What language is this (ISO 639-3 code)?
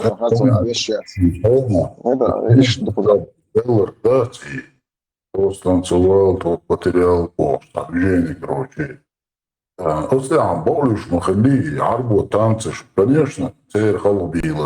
che